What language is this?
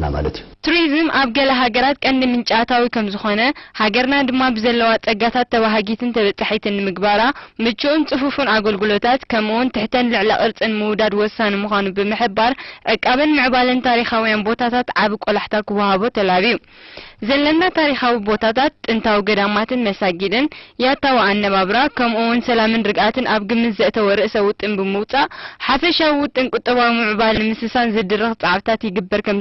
Tigrinya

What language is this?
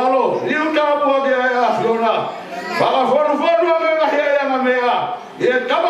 Tongan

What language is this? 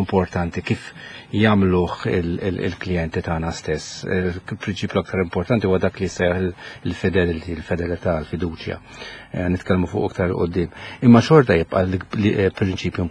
Maltese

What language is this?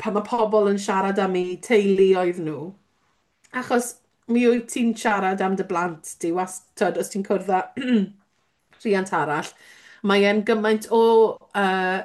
Welsh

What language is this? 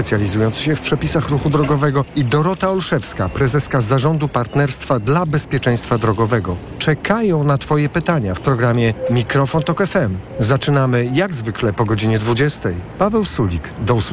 Polish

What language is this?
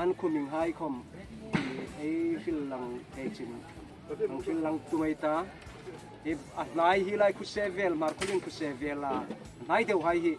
Hmar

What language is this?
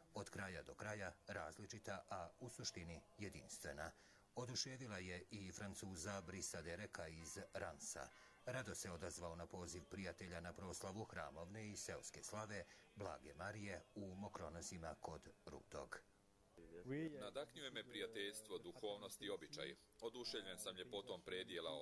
Serbian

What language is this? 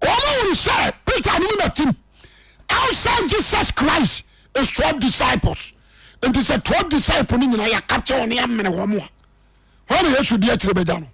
Akan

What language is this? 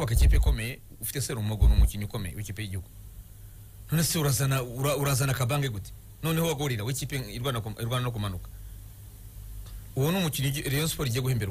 Kinyarwanda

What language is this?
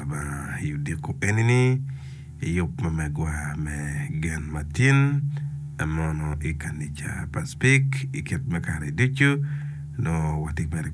Acoli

